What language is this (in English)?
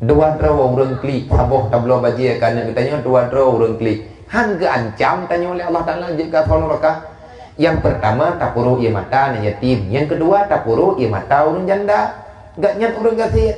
Achinese